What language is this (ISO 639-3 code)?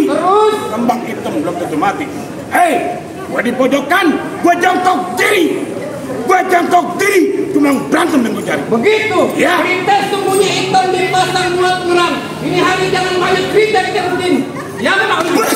bew